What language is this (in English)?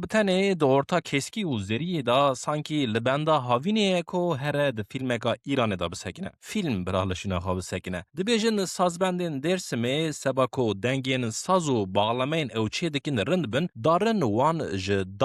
Kurdish